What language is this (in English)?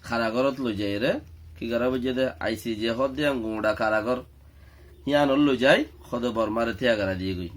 Rohingya